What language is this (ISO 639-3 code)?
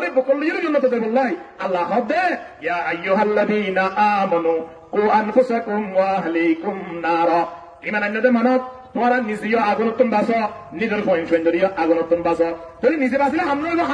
rhg